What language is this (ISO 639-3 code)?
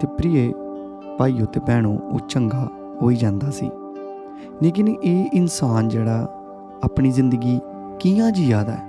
doi